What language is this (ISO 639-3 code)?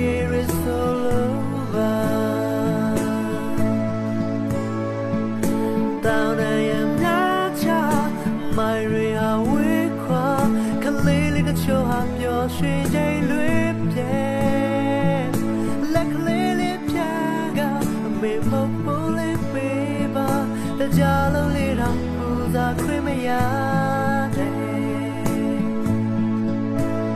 mya